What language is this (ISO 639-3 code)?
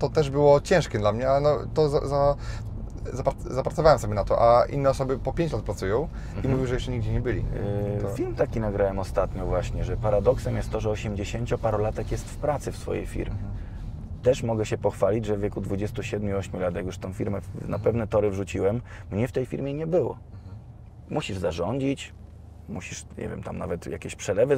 pol